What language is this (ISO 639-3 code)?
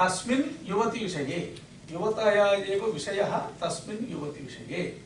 san